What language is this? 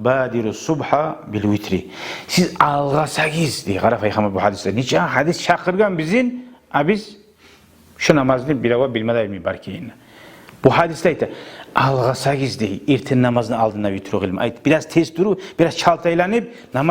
Kumyk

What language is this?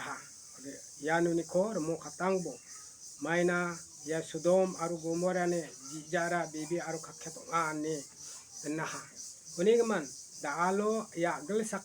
Garo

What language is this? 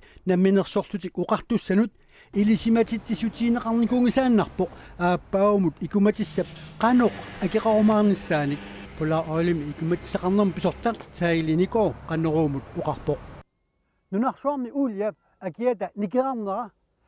Kalaallisut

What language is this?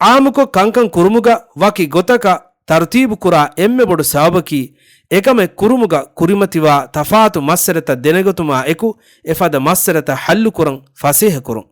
Divehi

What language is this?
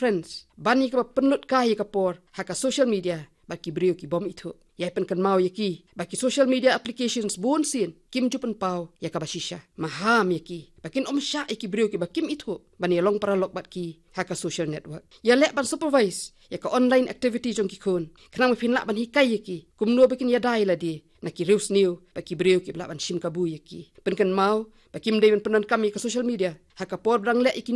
Khasi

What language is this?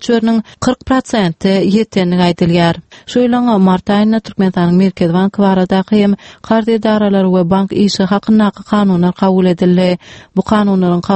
Turkmen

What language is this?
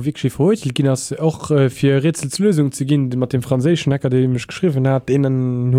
Luxembourgish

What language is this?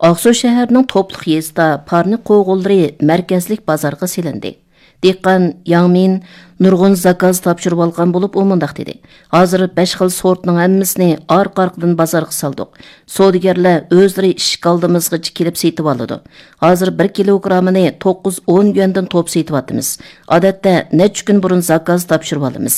Uyghur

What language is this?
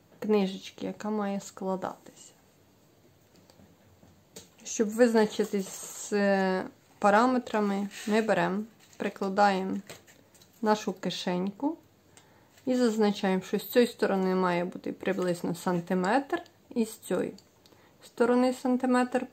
Ukrainian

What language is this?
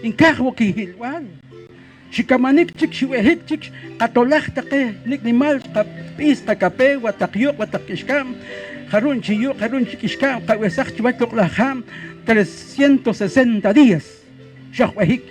Poqomchi'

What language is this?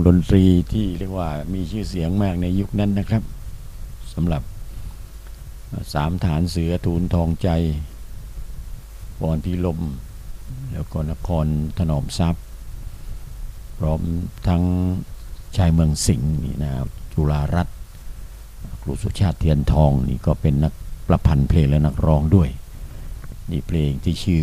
Thai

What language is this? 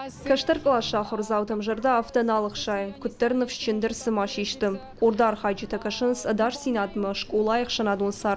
Ossetic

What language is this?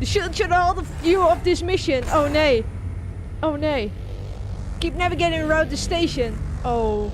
Western Frisian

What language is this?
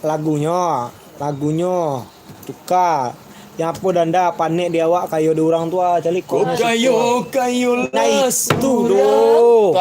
Minangkabau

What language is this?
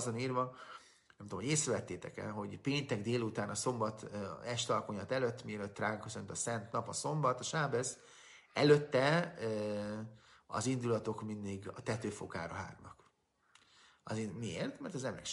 Hungarian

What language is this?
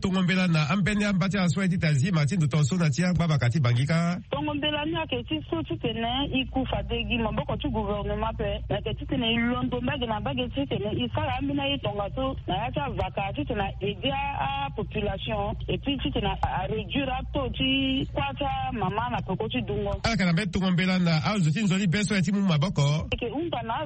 Sango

